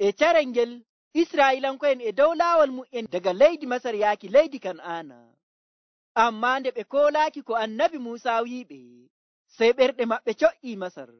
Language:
Nigerian Fulfulde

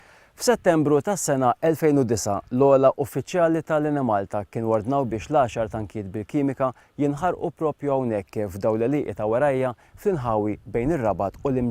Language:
Maltese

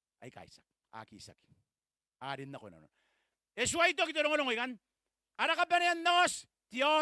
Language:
Gilbertese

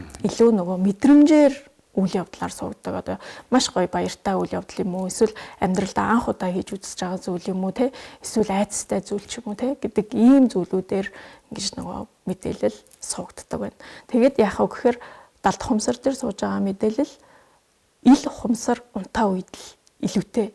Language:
Mongolian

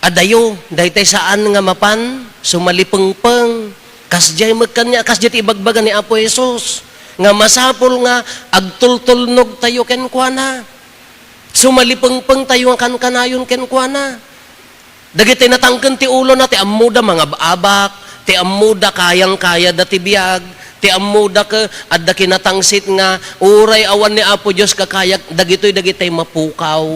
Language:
Iloko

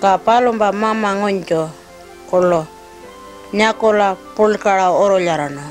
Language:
Pitjantjatjara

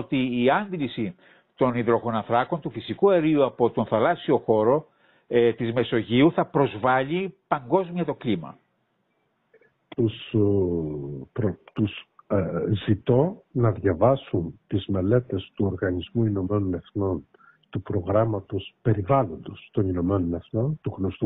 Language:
Greek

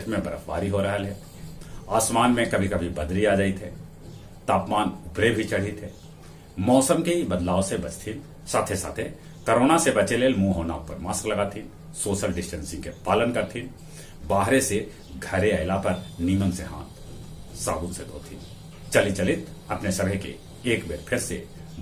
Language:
Magahi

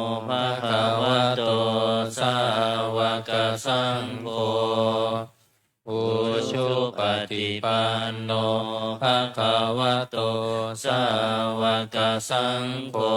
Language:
Pali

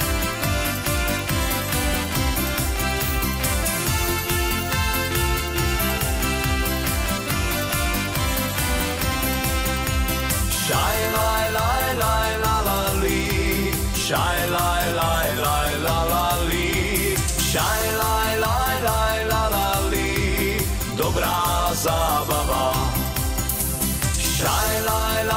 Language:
Slovak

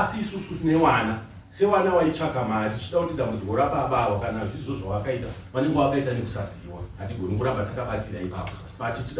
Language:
Shona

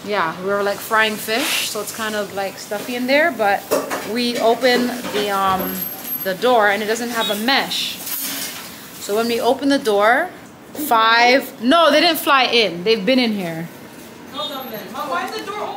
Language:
English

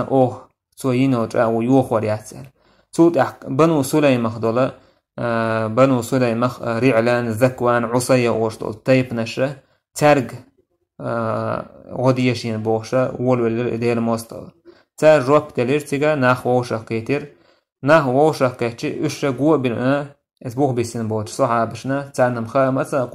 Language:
Chechen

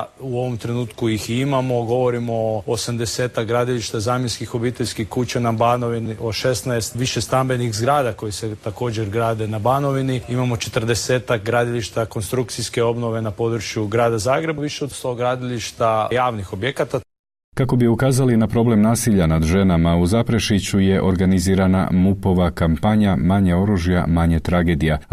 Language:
Croatian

